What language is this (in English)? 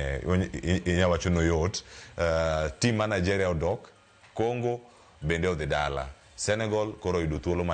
Luo (Kenya and Tanzania)